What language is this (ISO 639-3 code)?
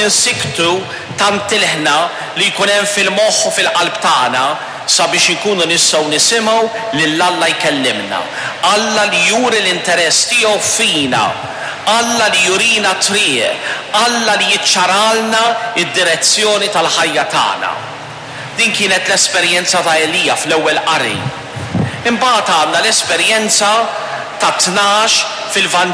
mlt